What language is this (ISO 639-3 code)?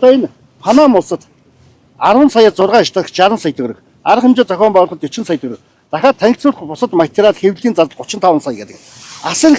mon